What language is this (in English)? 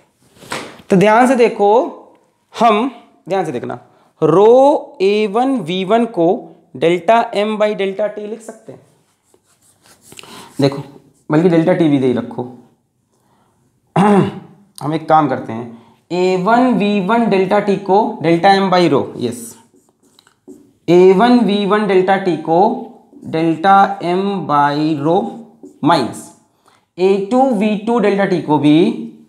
Hindi